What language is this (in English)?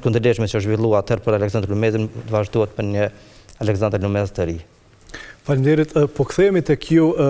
Albanian